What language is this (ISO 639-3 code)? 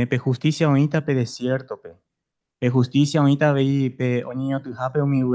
grn